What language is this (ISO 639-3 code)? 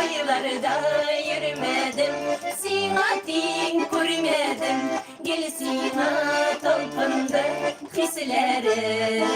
tat